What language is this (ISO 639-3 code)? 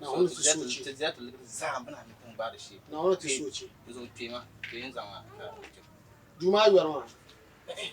dag